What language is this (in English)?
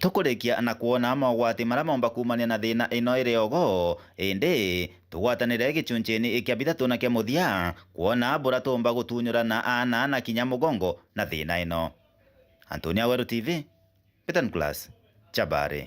Meru